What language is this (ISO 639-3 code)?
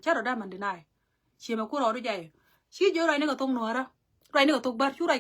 nus